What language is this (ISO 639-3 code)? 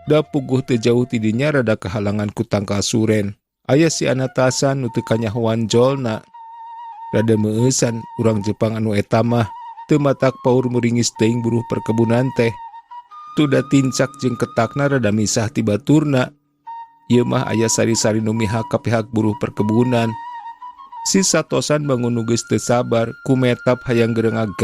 sun